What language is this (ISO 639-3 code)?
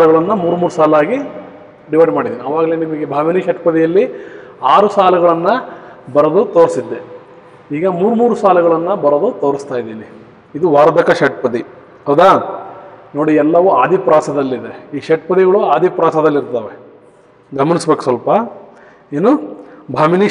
kan